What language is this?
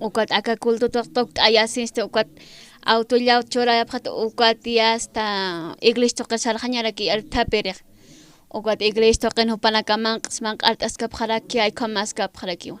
Aymara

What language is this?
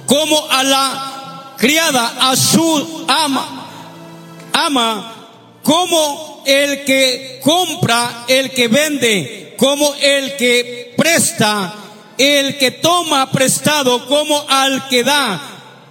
Spanish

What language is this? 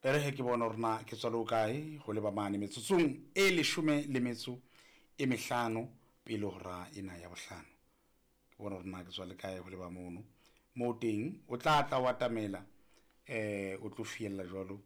Southern Sotho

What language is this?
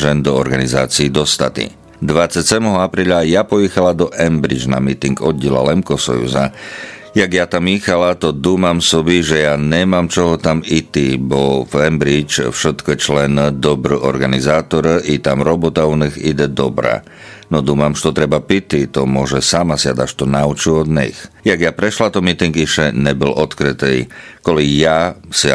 Rusyn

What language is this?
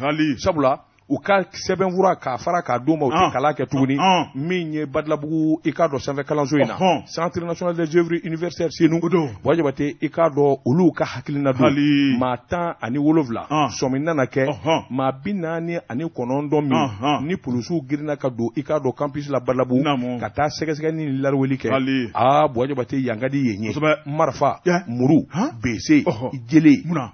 Bambara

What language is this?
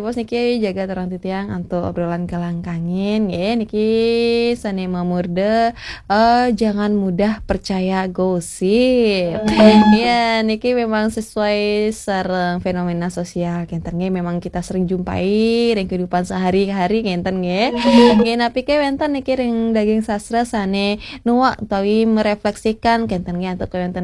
Balinese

